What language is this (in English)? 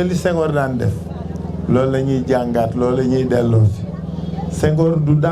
Wolof